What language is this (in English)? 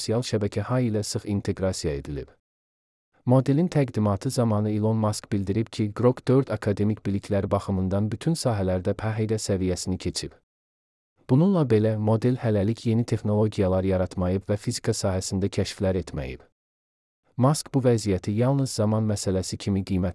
Azerbaijani